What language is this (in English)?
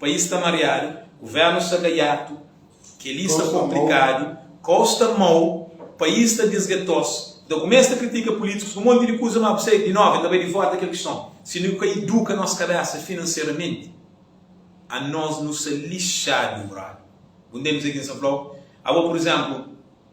Kabuverdianu